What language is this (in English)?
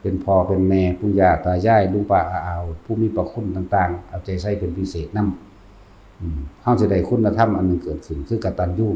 Northeastern Thai